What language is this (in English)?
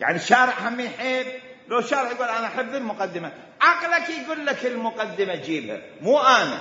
Mesopotamian Arabic